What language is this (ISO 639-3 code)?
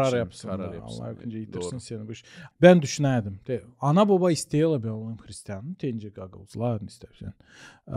gag